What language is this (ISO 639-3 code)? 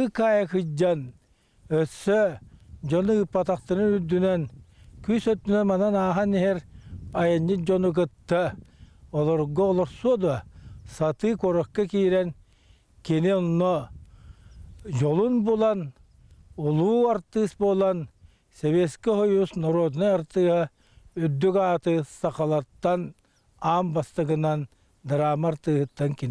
sah